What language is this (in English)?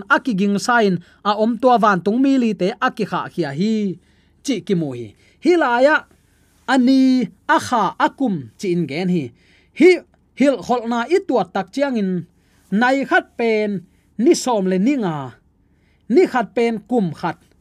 Tedim Chin